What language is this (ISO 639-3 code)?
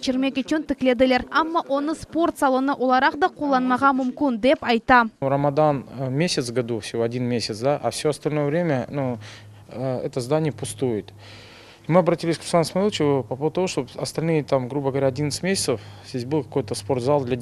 crh